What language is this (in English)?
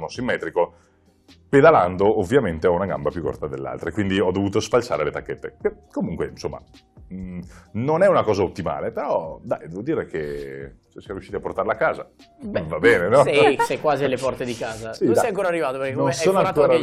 Italian